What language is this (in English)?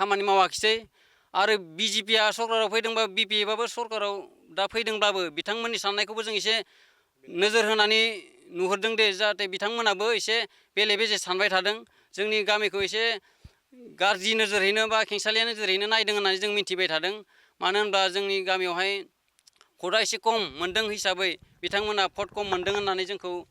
Bodo